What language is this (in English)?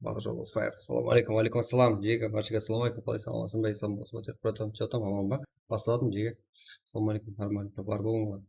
Kara-Kalpak